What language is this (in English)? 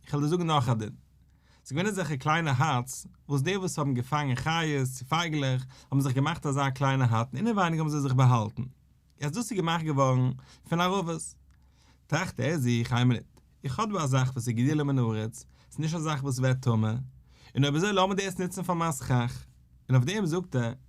Yiddish